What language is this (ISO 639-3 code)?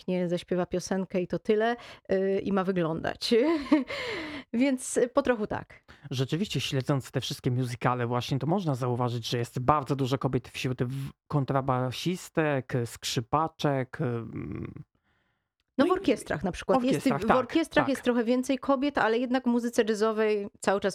pol